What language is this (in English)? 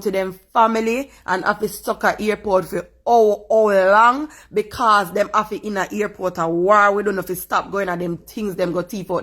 Jamaican Creole English